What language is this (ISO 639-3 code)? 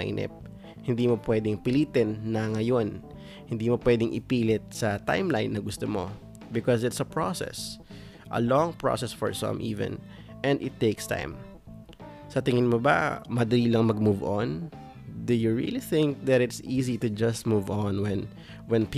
fil